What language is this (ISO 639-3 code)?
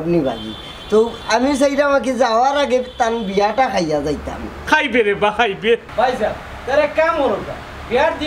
syl